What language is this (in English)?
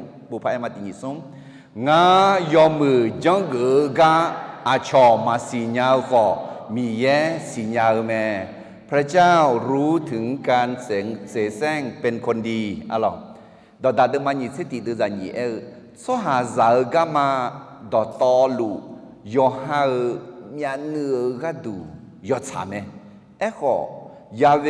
Akha